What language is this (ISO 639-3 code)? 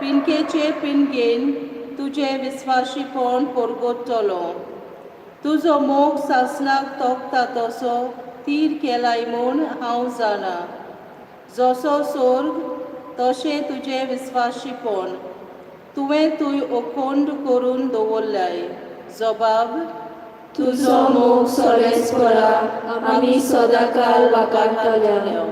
kok